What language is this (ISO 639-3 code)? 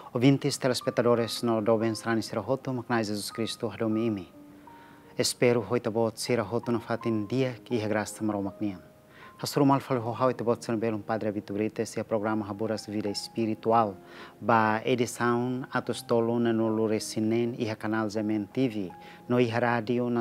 tet